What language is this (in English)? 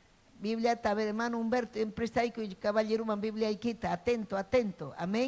Ayacucho Quechua